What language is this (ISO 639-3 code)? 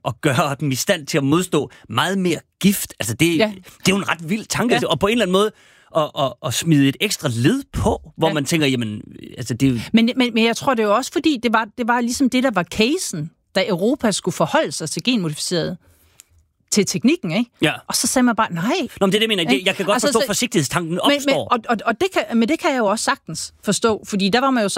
dan